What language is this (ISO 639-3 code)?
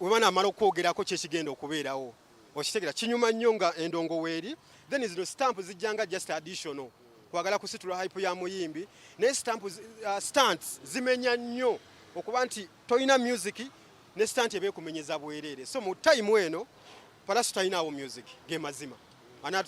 lug